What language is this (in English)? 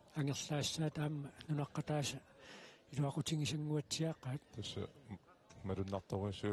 Kalaallisut